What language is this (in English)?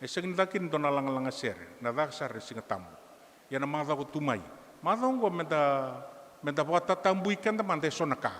Fijian